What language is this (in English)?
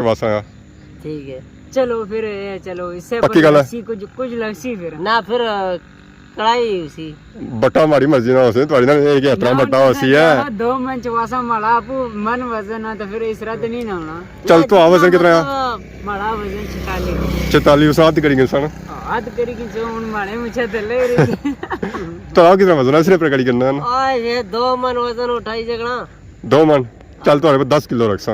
Pahari-Potwari